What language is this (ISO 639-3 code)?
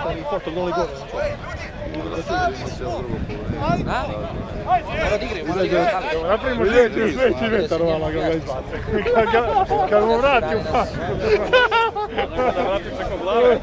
srp